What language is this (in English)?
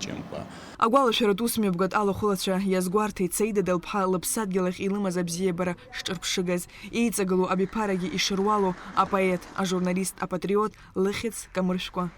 Abkhazian